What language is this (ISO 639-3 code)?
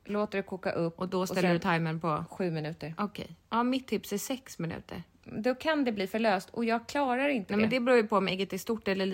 swe